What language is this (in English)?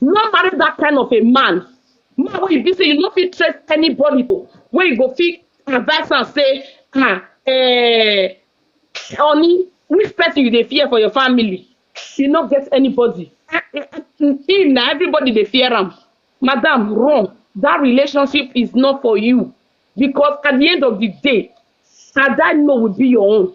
Nigerian Pidgin